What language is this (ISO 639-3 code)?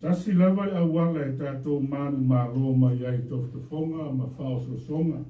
smo